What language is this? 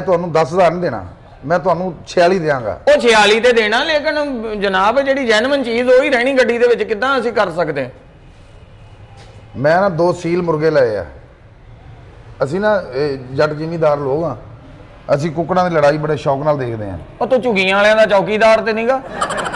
Punjabi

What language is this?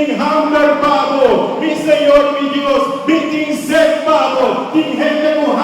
Papiamento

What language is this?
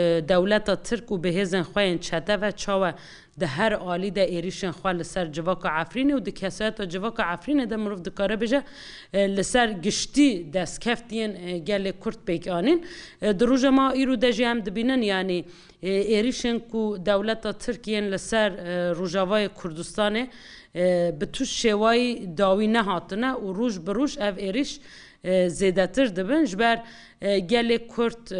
Kurdish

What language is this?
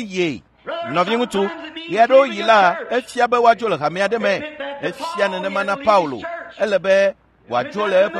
Ewe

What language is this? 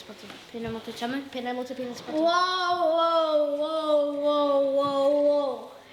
Māori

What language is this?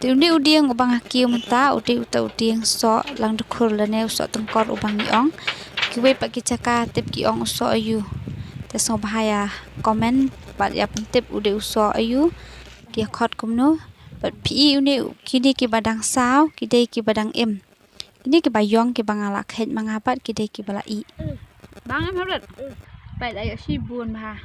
Khasi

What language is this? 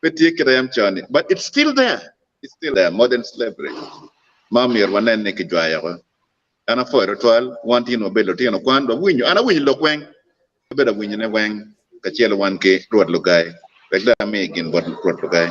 Acoli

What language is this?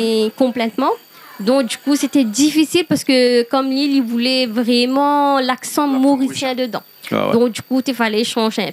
Réunion Creole French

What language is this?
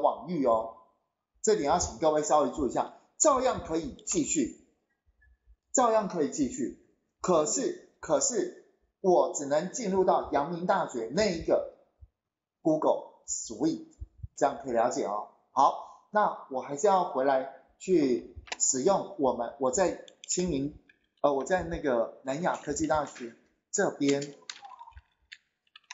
Chinese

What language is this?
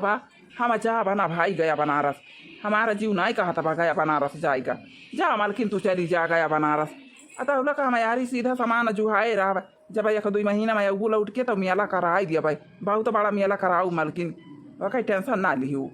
Awadhi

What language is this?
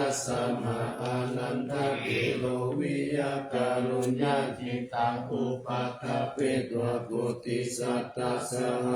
Pali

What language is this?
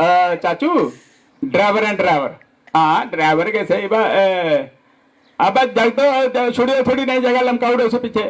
Dogri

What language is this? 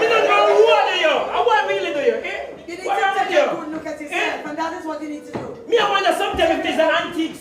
Jamaican Creole English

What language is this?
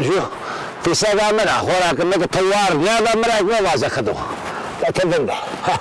Zaza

